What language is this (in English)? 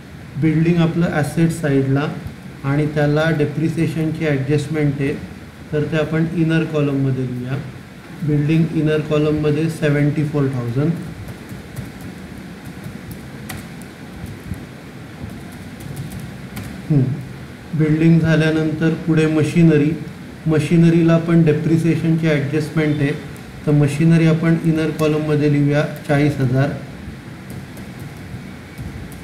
Marathi